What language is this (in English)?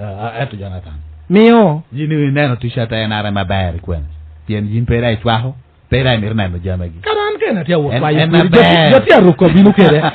Lango (Uganda)